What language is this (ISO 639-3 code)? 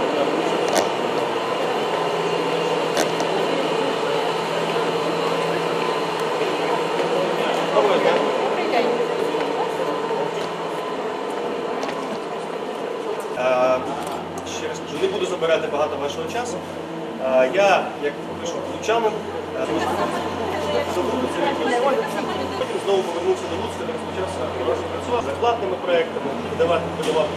ukr